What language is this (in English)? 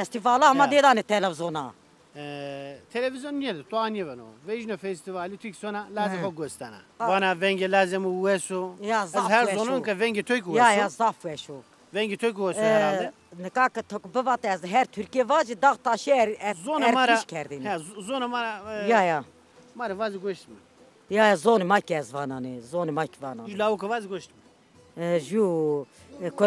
Zaza